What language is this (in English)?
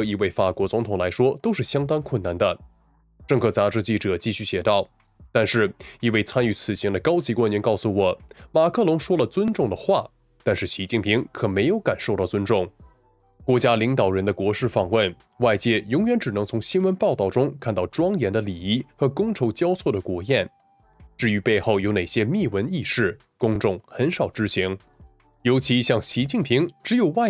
Chinese